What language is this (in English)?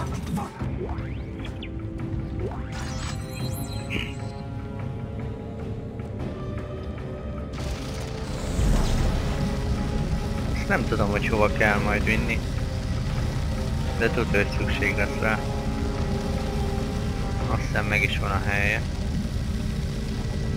Hungarian